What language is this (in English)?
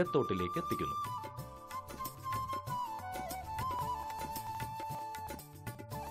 Malayalam